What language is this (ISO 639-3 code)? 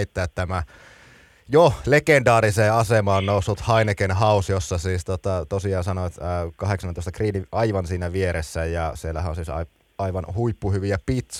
fin